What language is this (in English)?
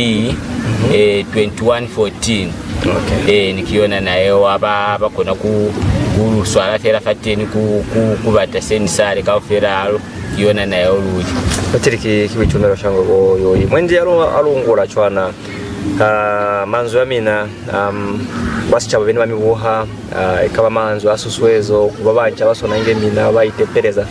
Lozi